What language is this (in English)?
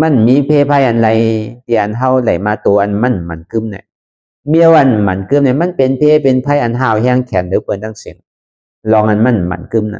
Shan